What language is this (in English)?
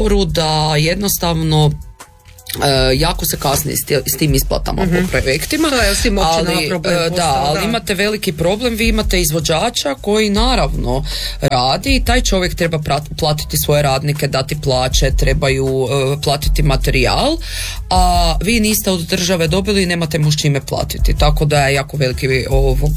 Croatian